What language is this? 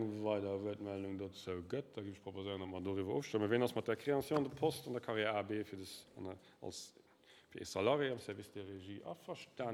Luxembourgish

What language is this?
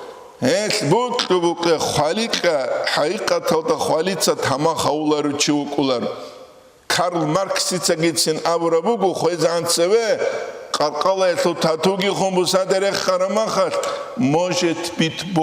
Avaric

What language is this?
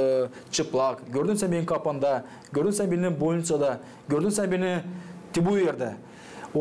Gagauz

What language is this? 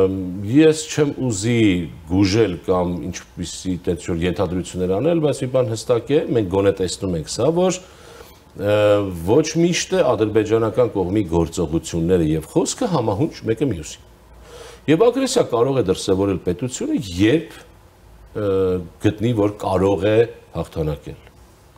Armenian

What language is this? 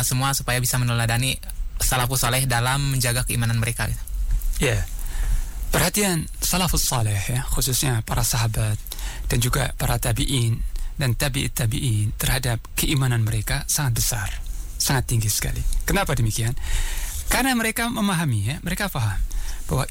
Indonesian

